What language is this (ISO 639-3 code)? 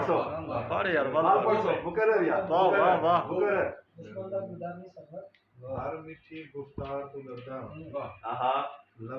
skr